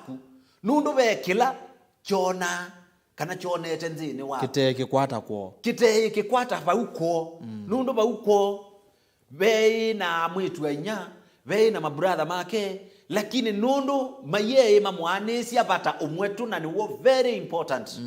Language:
Kamba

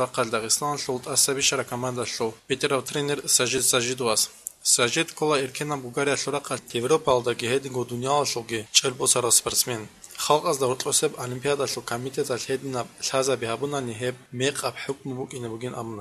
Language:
Avaric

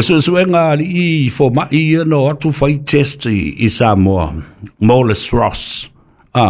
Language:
Samoan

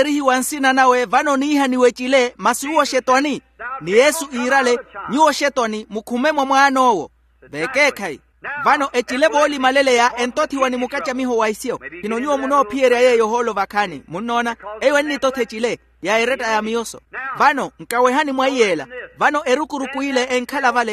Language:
Makhuwa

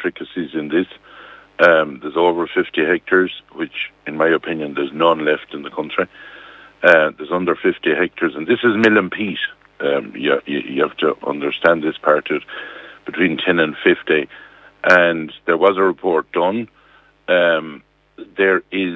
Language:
English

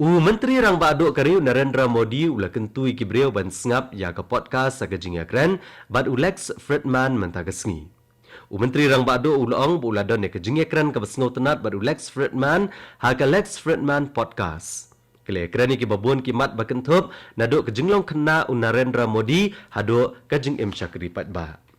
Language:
Khasi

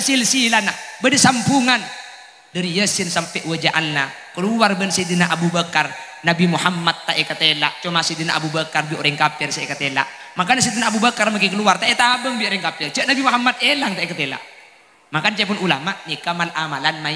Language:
Madurese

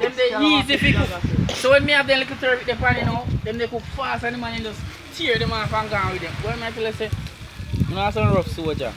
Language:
Jamaican Creole English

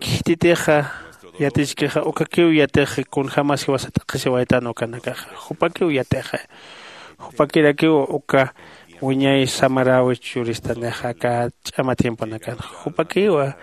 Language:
Aymara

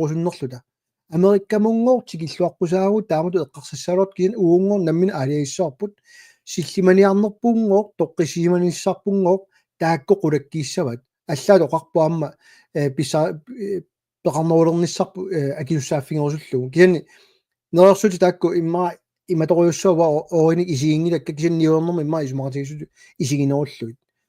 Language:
Kalaallisut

